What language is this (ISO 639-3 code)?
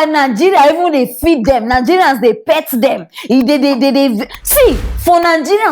pcm